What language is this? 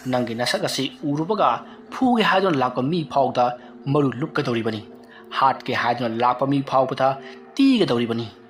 Manipuri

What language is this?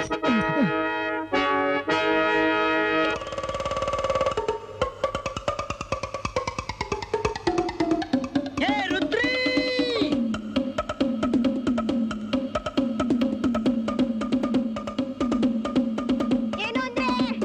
Kannada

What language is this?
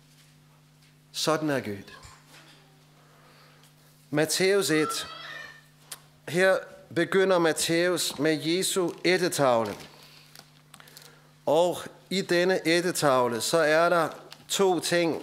Danish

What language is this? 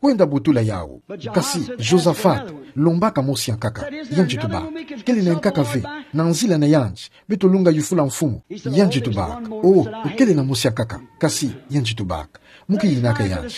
Kituba (Democratic Republic of Congo)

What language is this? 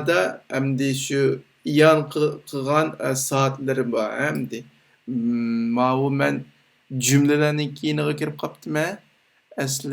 Uyghur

